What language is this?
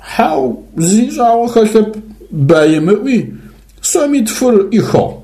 Adyghe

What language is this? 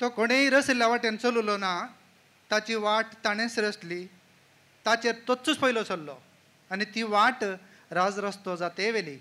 Konkani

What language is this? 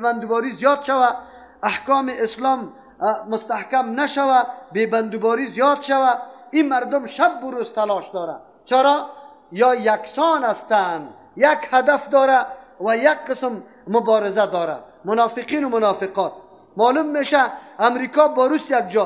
Persian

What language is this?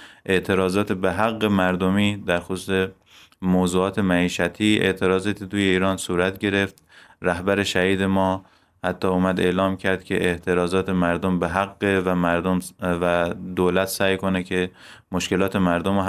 Persian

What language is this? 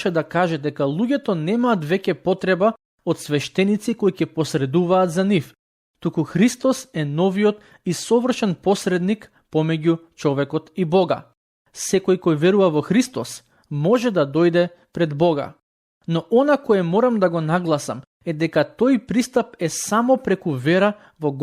Macedonian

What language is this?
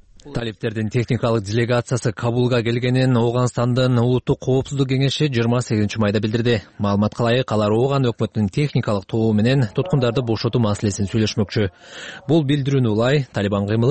Kyrgyz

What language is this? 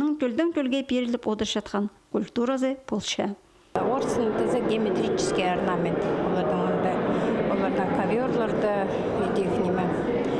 Khakas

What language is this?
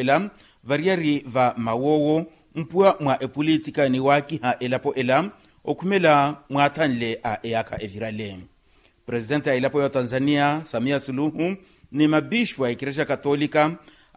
Makhuwa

